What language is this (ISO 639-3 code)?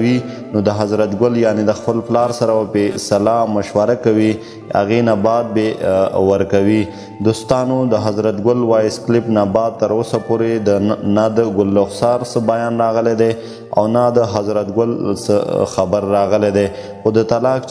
pus